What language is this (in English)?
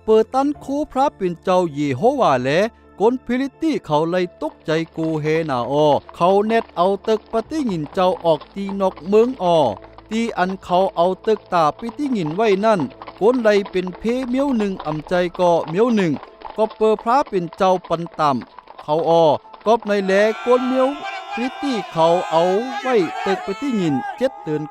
Shan